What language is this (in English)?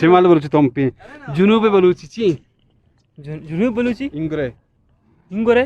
Eastern Balochi